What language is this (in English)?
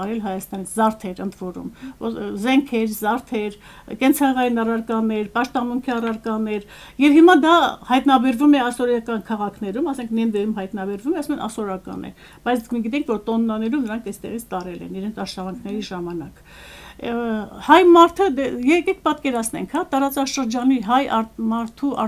Armenian